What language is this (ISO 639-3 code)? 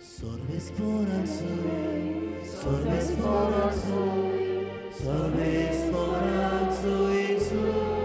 kok